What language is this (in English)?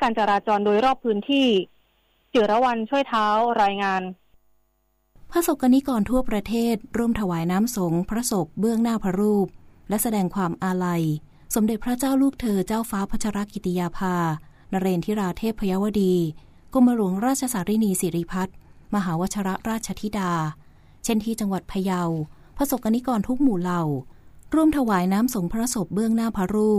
Thai